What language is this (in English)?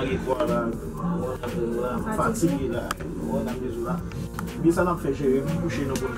Haitian Creole